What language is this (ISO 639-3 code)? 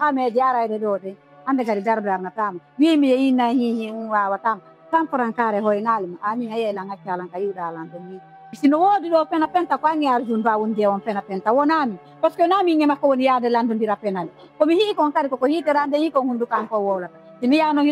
ful